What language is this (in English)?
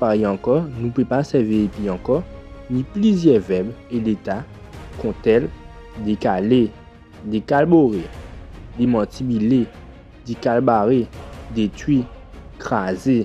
Guadeloupean Creole French